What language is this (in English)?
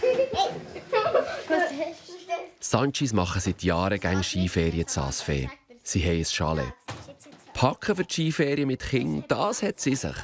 Swiss German